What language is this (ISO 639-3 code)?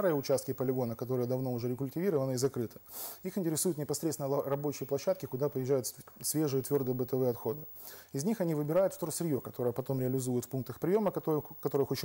rus